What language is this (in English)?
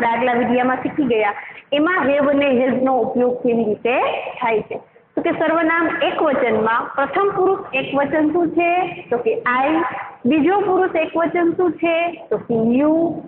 Gujarati